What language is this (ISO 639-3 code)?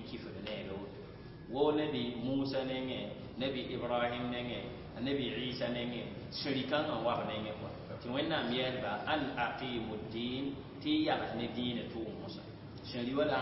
mos